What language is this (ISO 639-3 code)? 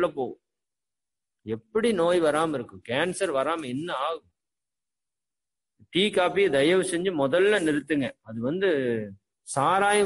tam